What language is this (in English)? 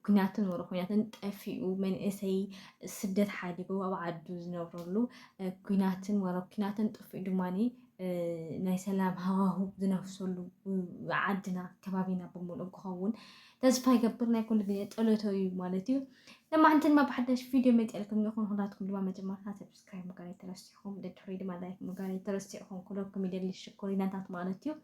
Tigrinya